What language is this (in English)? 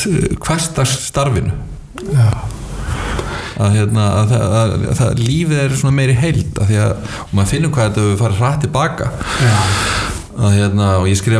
Icelandic